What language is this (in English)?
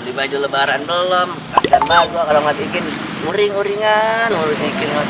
Betawi